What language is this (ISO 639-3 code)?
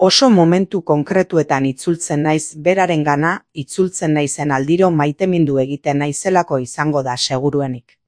eus